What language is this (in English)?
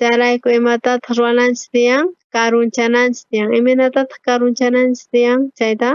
South Bolivian Quechua